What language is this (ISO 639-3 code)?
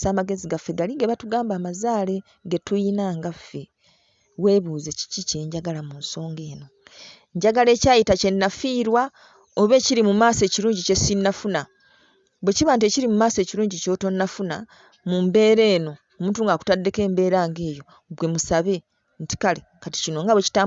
lug